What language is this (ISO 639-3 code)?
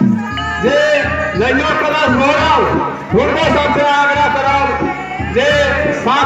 mai